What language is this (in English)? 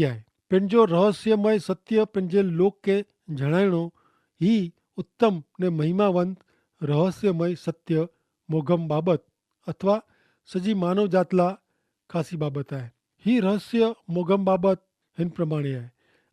Kachhi